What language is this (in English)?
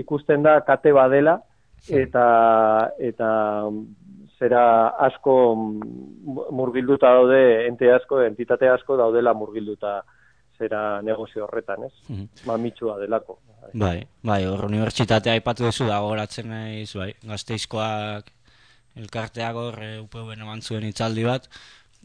Basque